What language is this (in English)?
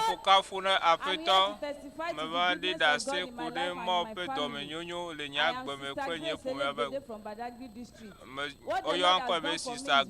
Ewe